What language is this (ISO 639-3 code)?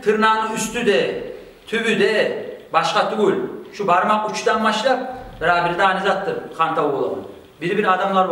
kum